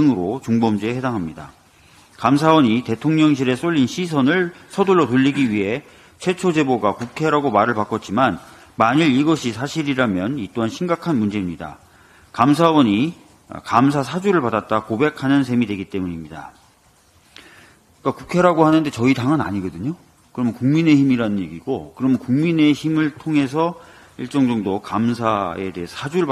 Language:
Korean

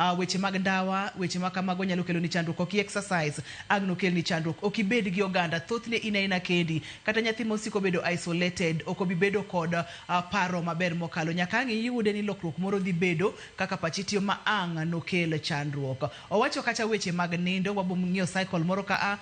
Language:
Luo (Kenya and Tanzania)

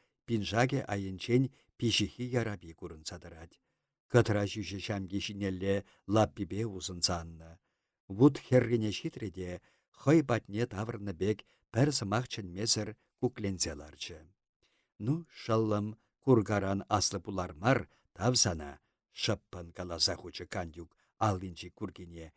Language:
Chuvash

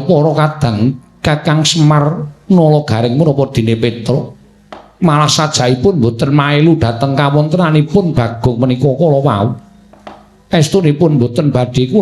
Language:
Javanese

